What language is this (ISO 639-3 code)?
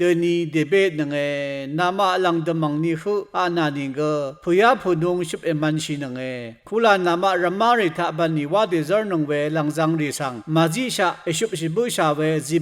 raw